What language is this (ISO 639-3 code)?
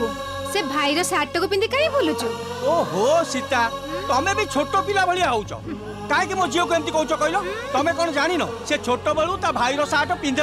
ori